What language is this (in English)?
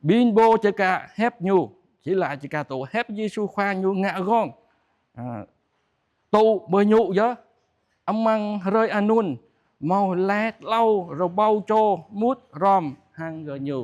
Jarai